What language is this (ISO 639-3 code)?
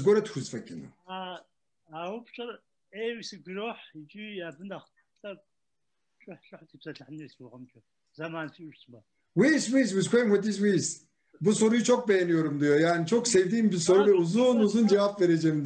kbd